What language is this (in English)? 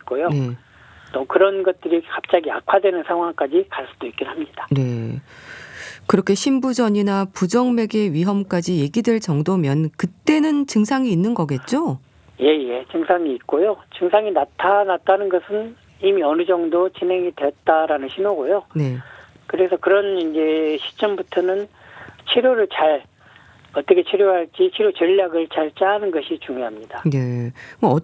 Korean